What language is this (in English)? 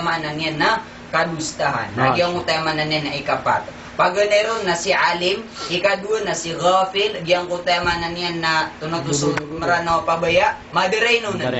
Maranao